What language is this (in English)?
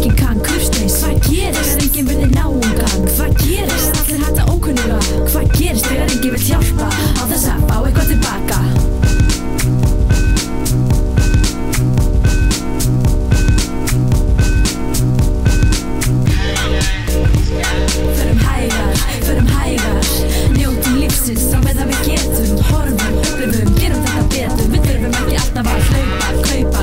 Icelandic